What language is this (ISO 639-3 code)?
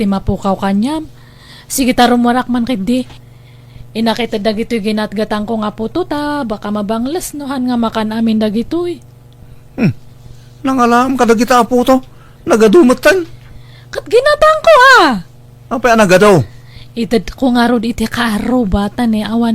ilo